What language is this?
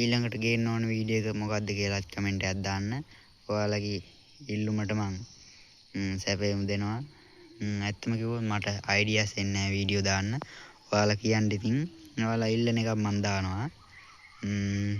Sinhala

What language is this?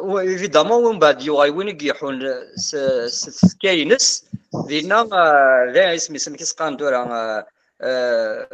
Kabyle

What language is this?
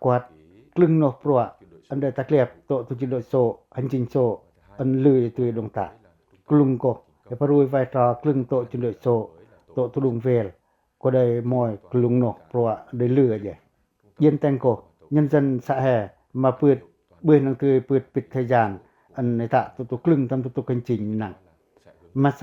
Pacoh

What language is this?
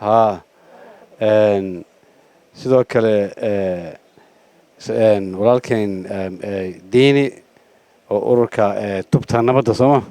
Somali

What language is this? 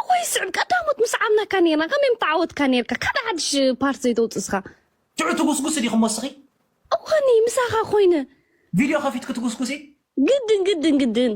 Tigrinya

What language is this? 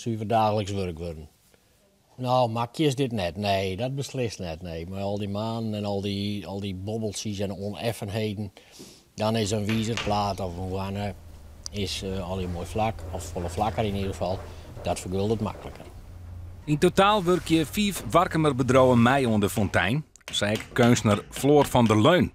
Western Frisian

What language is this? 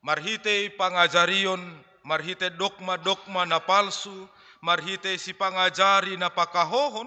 Batak Simalungun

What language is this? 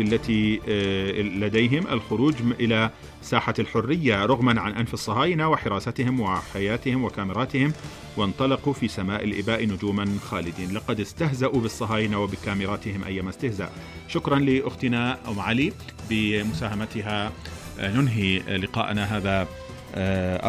Arabic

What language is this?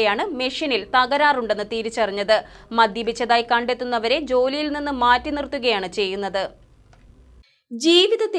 Malayalam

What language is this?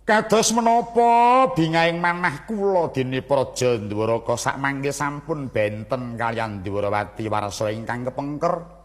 Javanese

